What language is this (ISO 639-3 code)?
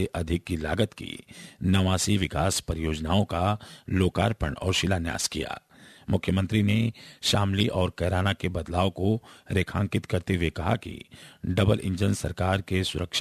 hin